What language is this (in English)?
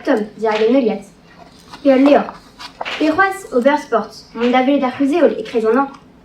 Breton